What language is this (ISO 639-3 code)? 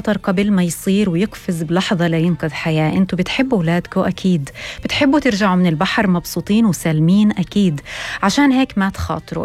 apc